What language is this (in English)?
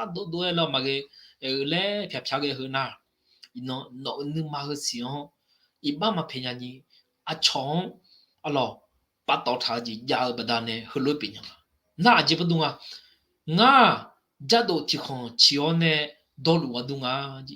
Akha